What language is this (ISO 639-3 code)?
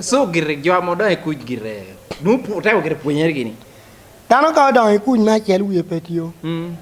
laj